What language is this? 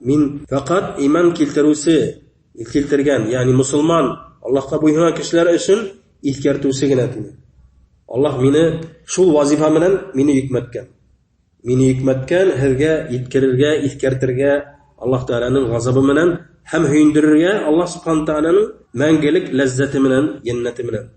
Bashkir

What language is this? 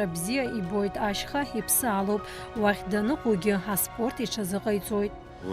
Abkhazian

